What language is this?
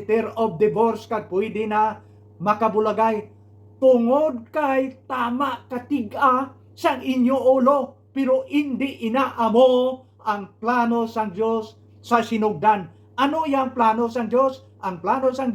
Hiligaynon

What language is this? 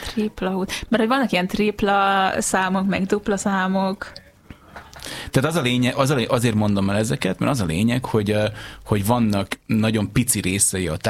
Hungarian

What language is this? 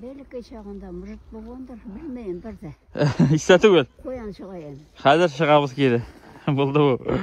Tatar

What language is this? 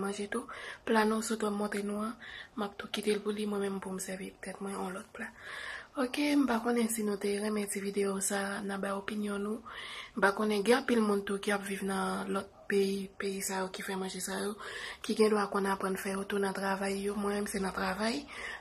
Haitian Creole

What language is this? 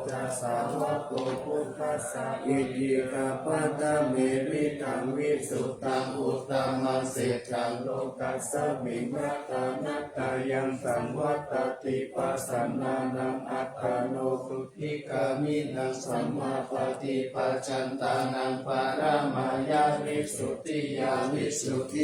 Pali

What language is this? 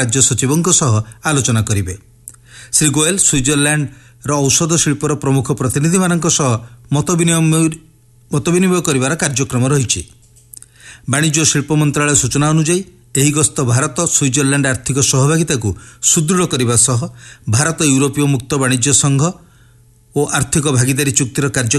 Odia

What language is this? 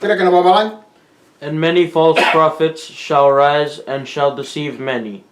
Fijian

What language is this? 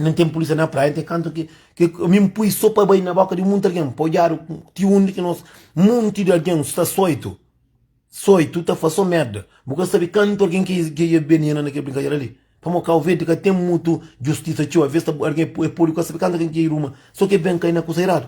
Kabuverdianu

